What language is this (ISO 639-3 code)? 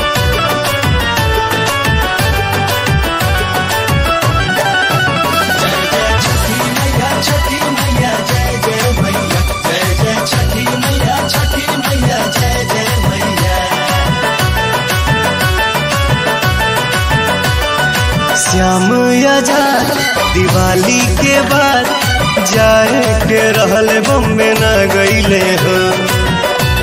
bho